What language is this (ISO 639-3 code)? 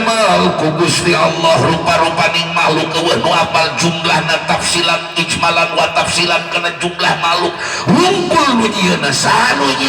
sun